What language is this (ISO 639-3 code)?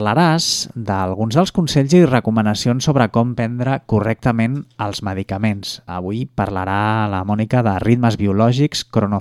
cat